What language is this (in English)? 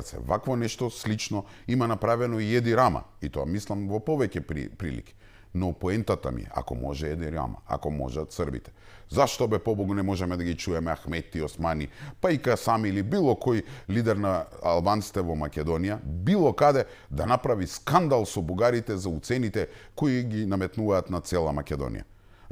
Macedonian